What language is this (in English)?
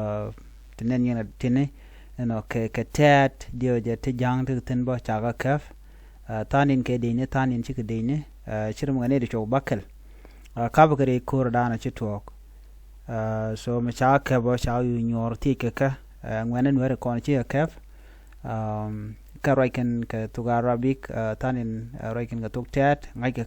Nuer